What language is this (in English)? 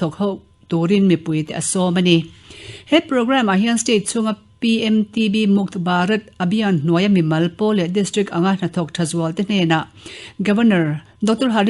Mizo